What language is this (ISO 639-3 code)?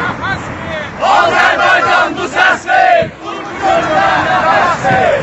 azb